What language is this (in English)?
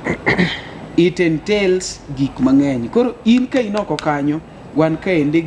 Luo (Kenya and Tanzania)